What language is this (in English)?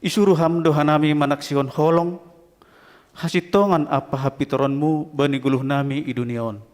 Batak Simalungun